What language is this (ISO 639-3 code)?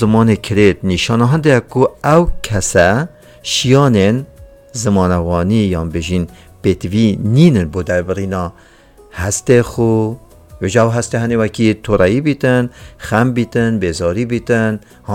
kur